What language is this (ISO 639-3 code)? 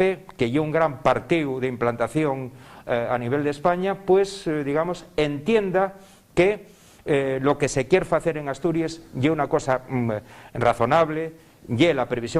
ast